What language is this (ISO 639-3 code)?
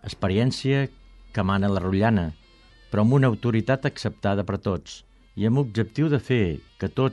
cat